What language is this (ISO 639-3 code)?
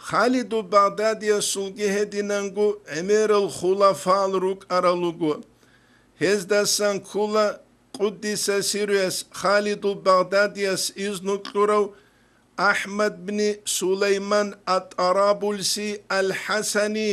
ava